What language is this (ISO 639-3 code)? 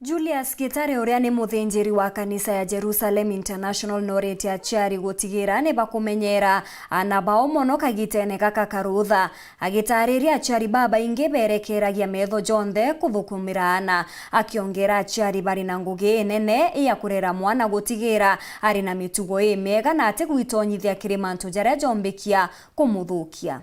mer